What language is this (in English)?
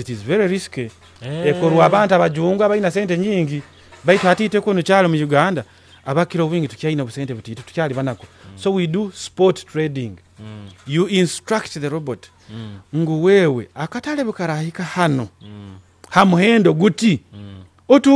Nyoro